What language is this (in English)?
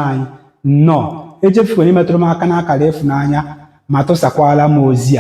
Igbo